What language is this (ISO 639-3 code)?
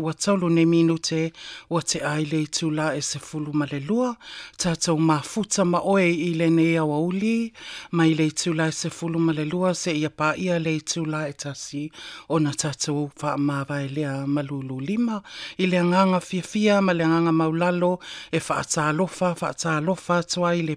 smo